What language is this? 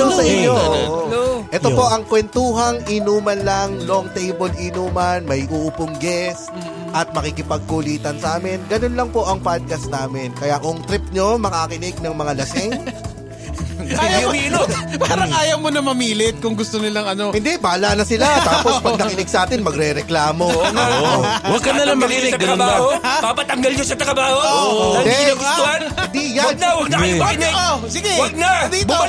Filipino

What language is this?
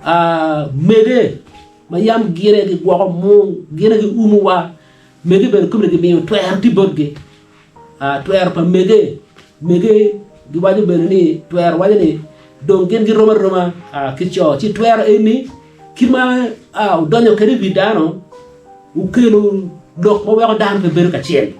Acoli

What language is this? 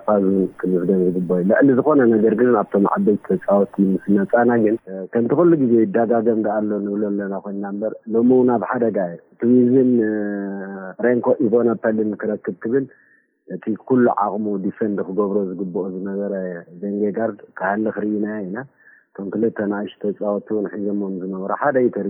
Tigrinya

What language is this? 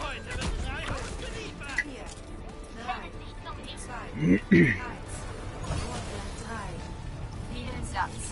Swiss German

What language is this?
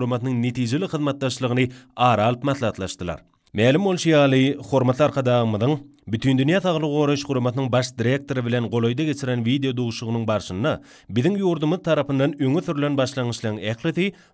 Turkmen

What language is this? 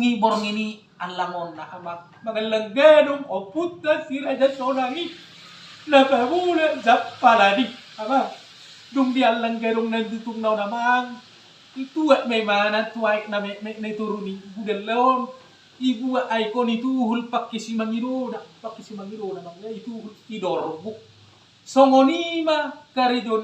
Batak Toba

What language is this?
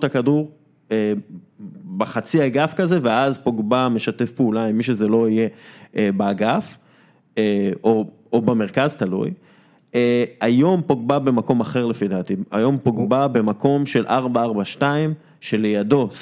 Hebrew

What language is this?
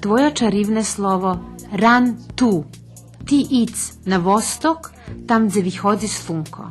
Rusyn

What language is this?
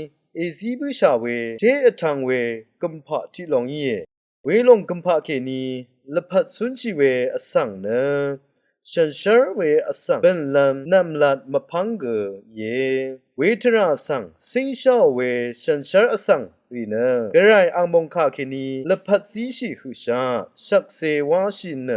Rawang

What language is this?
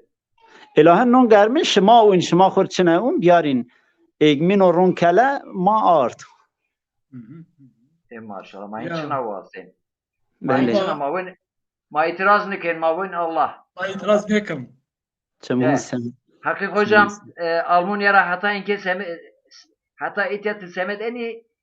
Zaza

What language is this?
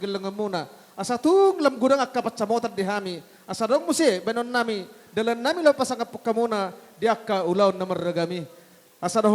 Batak Toba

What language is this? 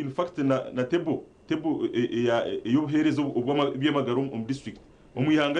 Nyankole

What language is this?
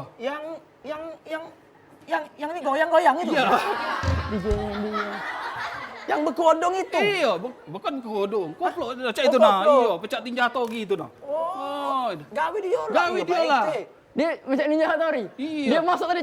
Musi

